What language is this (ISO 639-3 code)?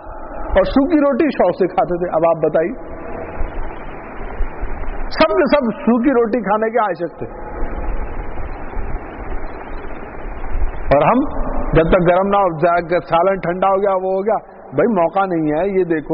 urd